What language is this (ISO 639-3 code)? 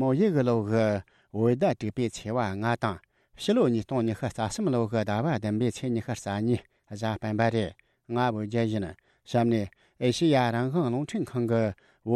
bod